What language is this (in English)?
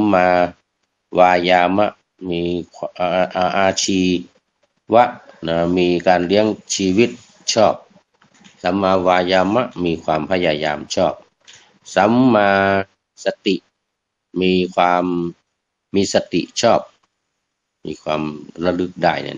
Thai